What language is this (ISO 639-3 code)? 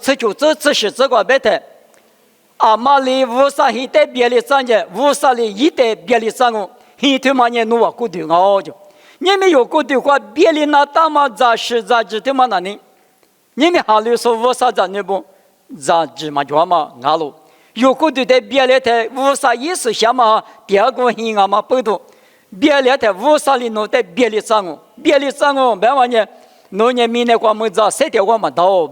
lis